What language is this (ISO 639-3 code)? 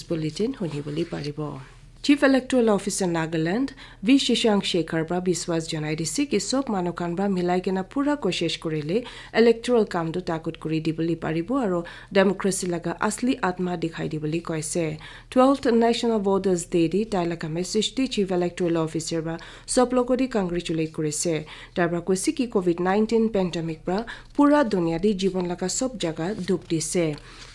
nag